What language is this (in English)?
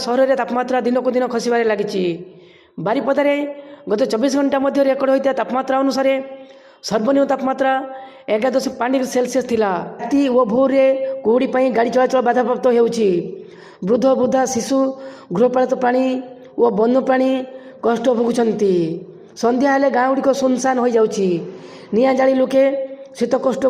Odia